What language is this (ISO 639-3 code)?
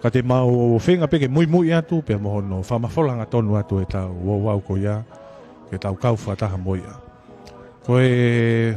ton